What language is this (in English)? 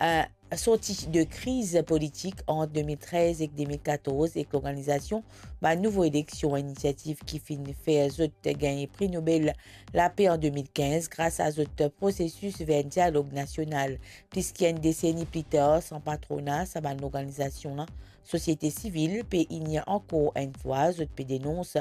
Morisyen